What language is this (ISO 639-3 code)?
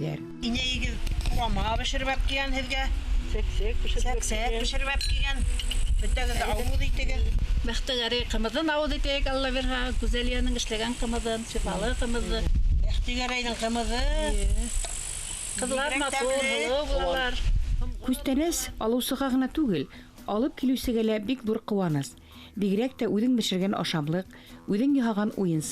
bak